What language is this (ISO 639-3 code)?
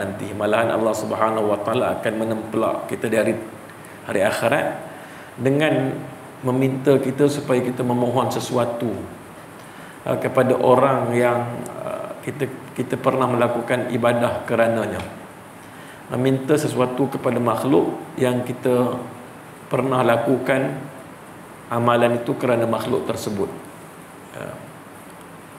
msa